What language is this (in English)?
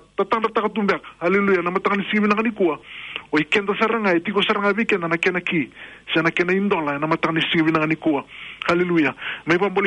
Fijian